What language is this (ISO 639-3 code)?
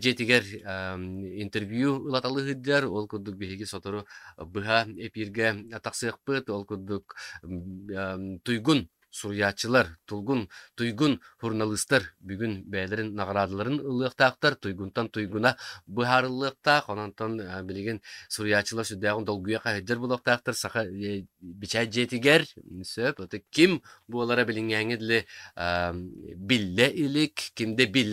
sah